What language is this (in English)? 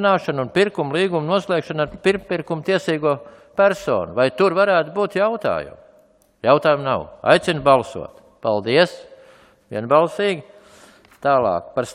Latvian